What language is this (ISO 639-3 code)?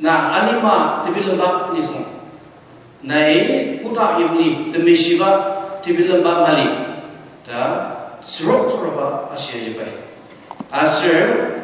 njo